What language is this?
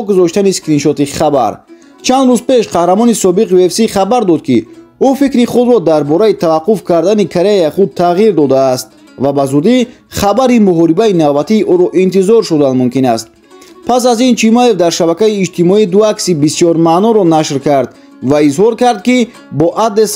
Tajik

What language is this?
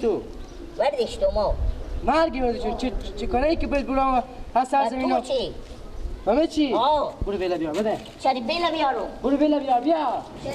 Persian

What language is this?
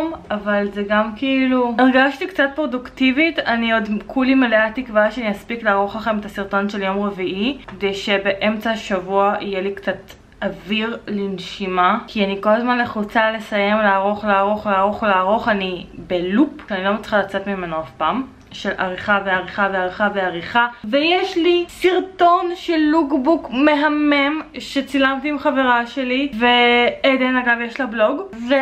Hebrew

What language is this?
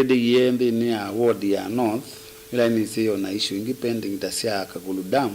Kamba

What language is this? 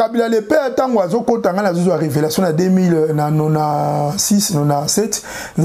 Lingala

